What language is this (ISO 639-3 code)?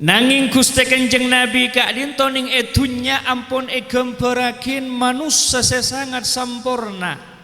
mad